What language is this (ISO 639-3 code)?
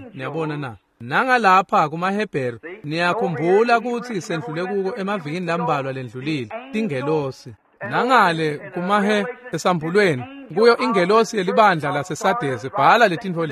ssw